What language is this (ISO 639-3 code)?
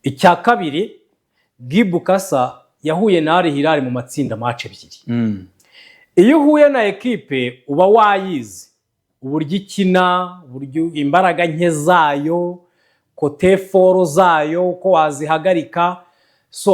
kin